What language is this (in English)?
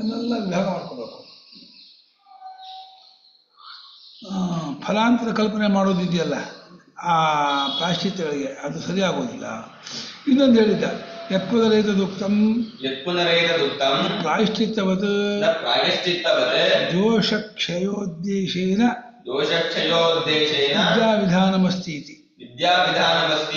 Kannada